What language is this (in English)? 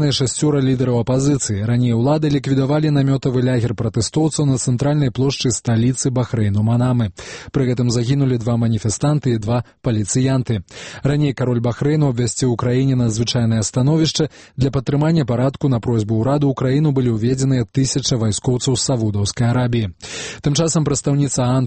Belarusian